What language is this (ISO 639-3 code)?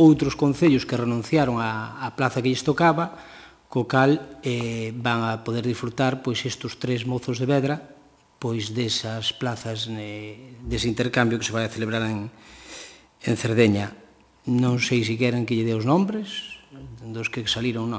glg